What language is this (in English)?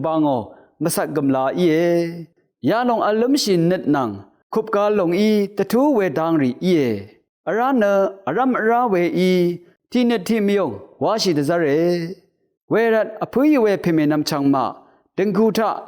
Rawang